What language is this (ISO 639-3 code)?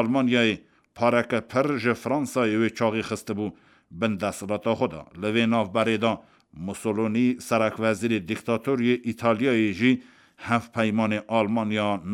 kur